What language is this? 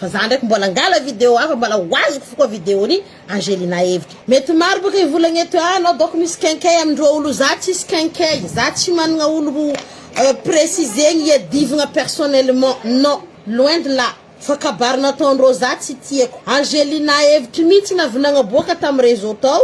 Malagasy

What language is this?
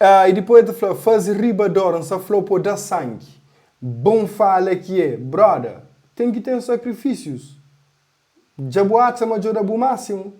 Kabuverdianu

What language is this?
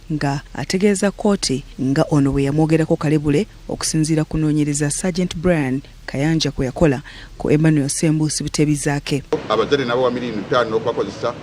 Ganda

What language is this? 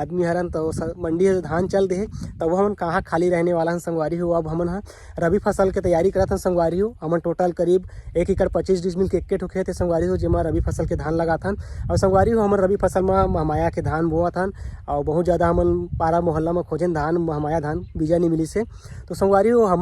Chhattisgarhi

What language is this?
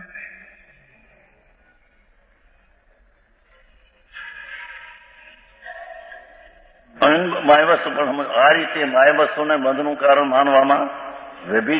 Gujarati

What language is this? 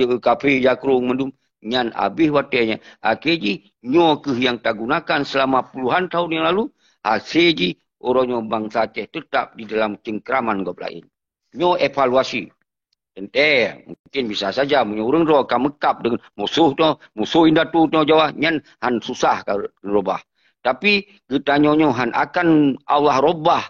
Achinese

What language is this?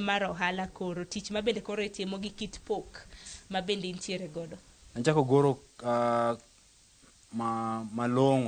Luo (Kenya and Tanzania)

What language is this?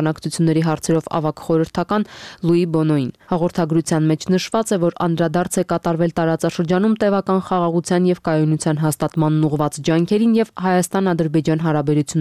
Armenian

